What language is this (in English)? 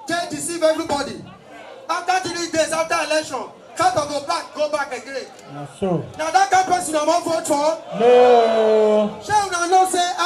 Nigerian Pidgin